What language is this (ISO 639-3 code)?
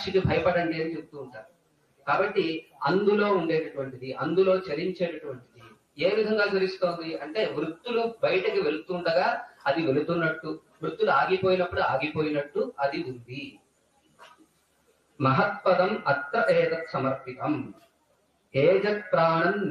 tel